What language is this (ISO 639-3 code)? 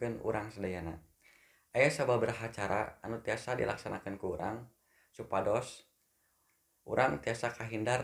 sun